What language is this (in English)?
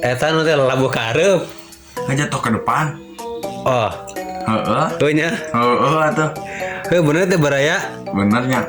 Sundanese